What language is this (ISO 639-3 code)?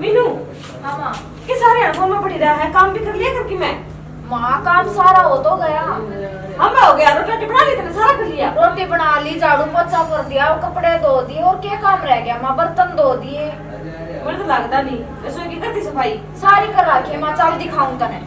bgc